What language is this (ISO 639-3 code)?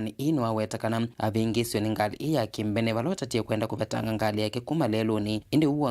kam